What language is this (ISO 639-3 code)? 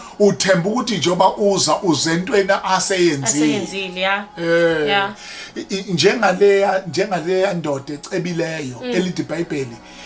zul